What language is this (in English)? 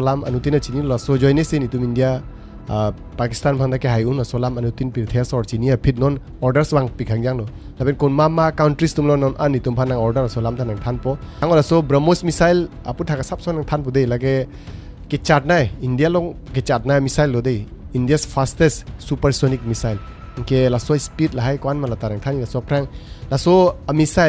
Karbi